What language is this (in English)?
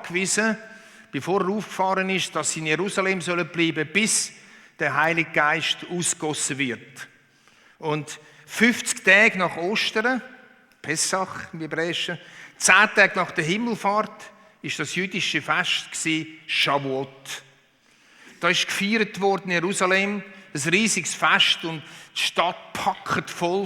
Swiss German